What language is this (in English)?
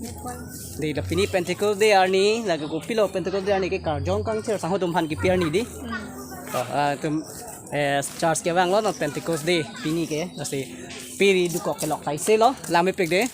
Karbi